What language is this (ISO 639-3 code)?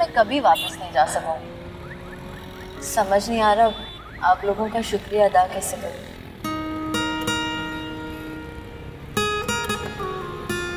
hin